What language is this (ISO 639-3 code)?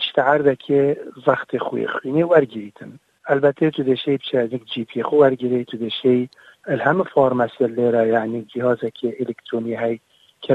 kur